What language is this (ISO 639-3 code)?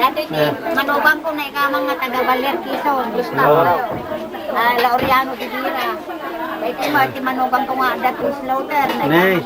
ilo